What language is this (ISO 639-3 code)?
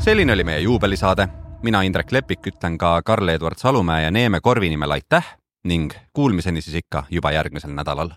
est